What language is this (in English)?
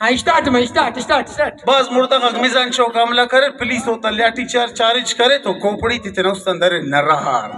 Brahui